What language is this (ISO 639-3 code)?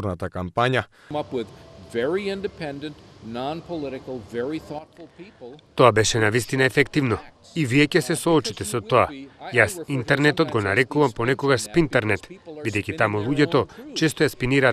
mkd